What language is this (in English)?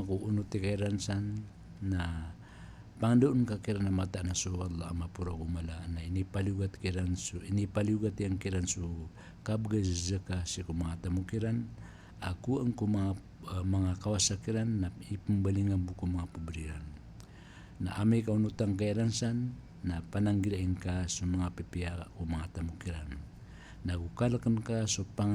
Maranao